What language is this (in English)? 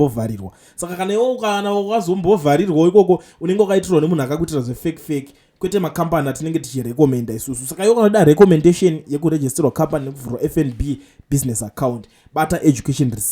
Shona